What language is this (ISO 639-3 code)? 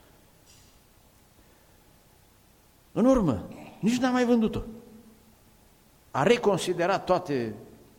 ron